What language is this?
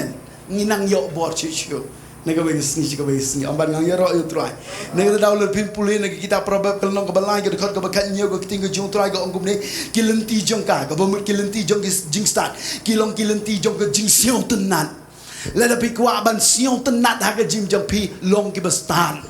Khasi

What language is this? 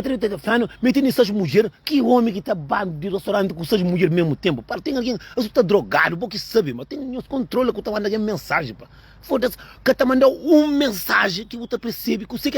Kabuverdianu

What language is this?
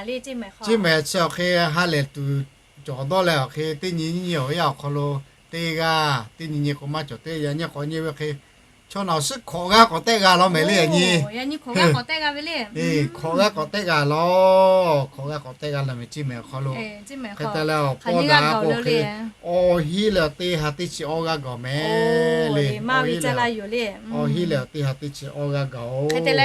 Lahu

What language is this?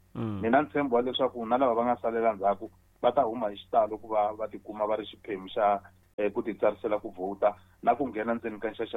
Tsonga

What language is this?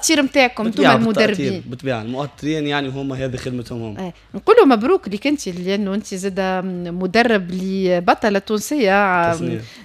Tunisian Arabic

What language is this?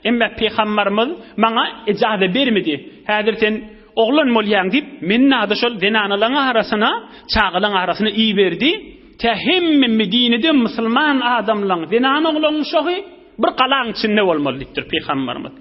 Turkmen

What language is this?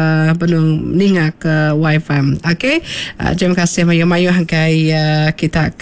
Iban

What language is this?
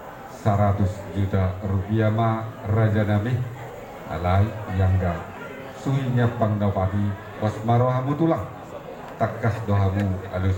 Batak Toba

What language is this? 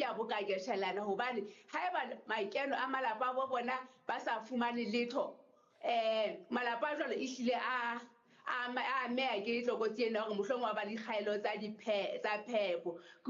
Southern Sotho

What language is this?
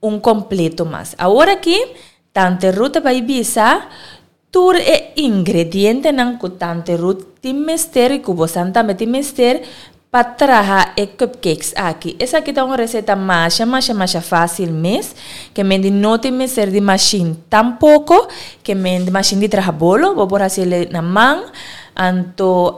Papiamento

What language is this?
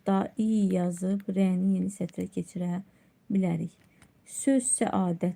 Azerbaijani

